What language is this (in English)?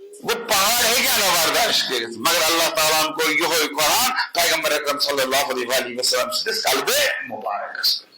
Kashmiri